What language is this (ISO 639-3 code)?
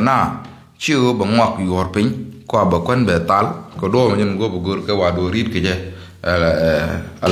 nus